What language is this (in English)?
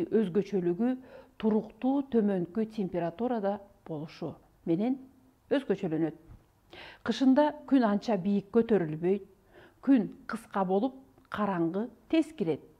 Kyrgyz